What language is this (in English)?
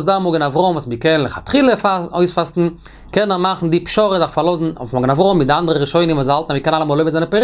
Yiddish